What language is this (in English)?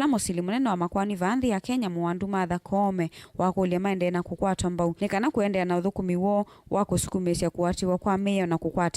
Kamba